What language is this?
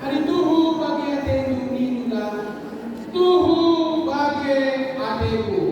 Batak Karo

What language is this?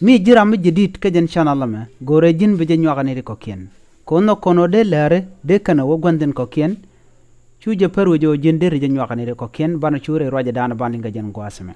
Nuer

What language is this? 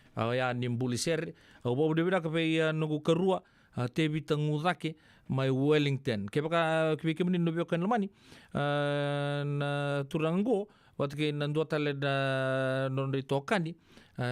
Fijian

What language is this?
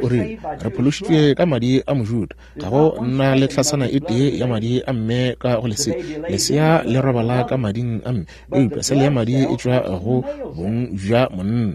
Northern Sotho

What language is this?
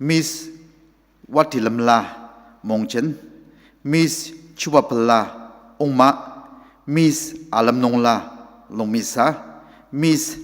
Ao Naga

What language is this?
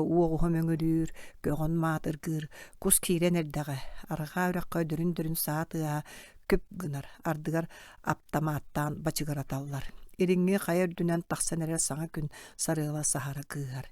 Yakut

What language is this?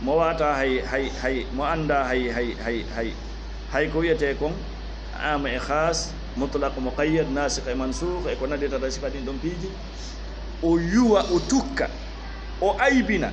Fula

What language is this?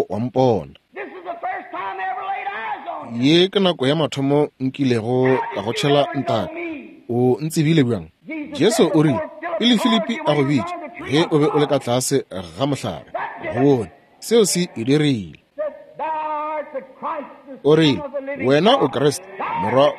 Northern Sotho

